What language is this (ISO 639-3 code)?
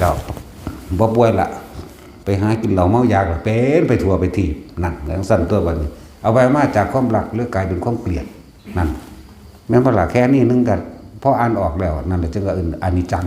lao